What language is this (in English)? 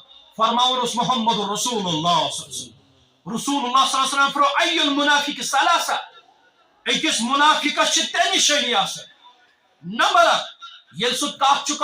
Kashmiri